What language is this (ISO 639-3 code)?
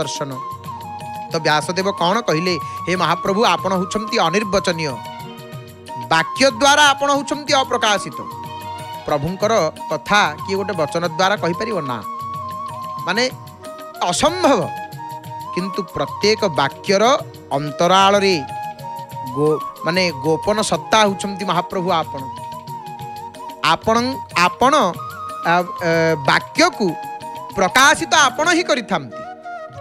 ori